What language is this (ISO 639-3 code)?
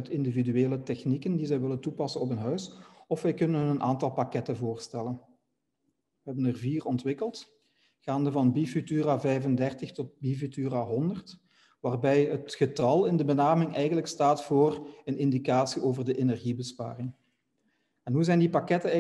nld